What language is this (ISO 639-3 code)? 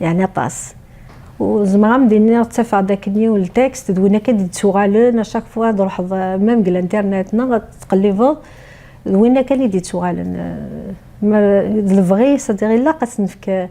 kab